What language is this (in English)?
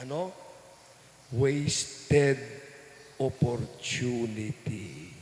Pampanga